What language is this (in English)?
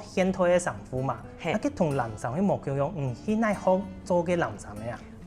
Hakka Chinese